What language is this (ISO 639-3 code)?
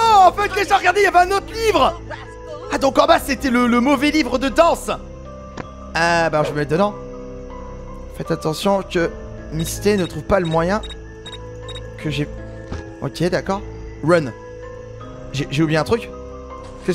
fra